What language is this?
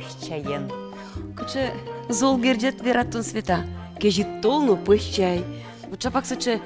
Udmurt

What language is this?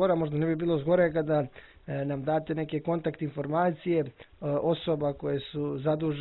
Croatian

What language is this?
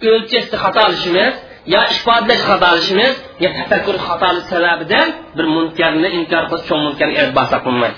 Uyghur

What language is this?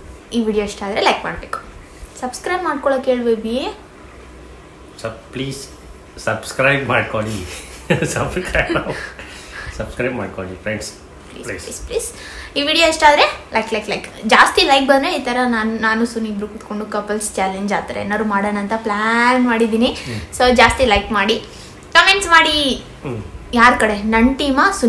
Kannada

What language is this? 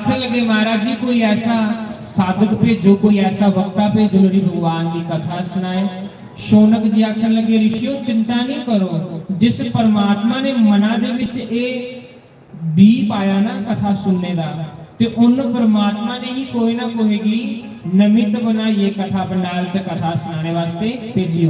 Dogri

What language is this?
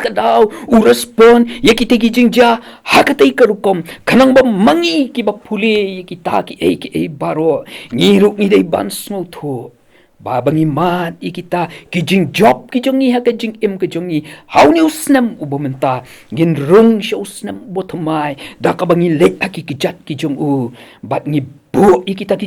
Khasi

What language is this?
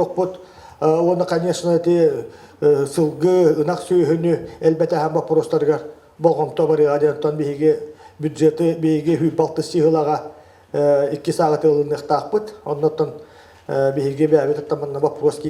Yakut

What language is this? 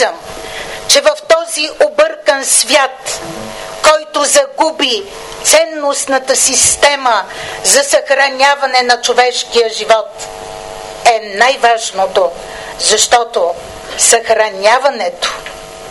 Bulgarian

